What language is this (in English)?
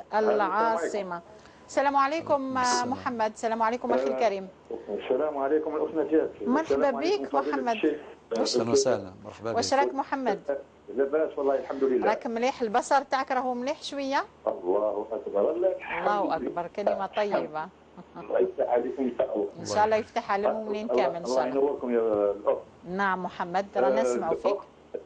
Algerian Arabic